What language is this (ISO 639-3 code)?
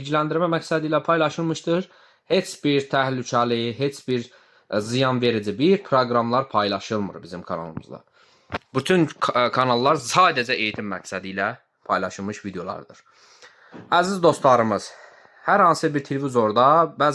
aze